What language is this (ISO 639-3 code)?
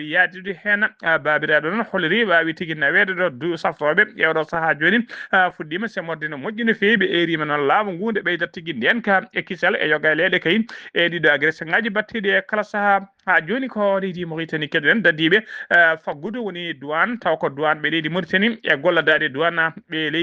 ful